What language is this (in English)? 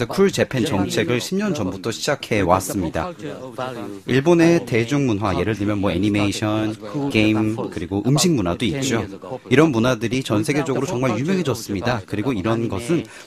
Korean